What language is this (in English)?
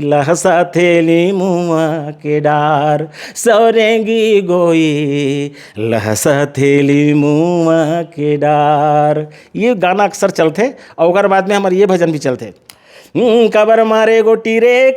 Chhattisgarhi